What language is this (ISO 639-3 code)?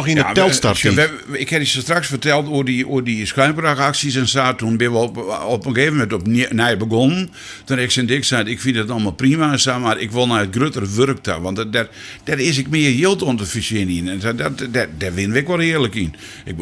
fry